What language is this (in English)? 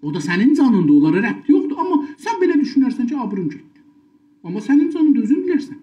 South Azerbaijani